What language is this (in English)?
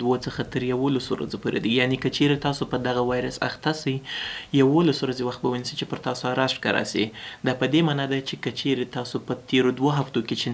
Pashto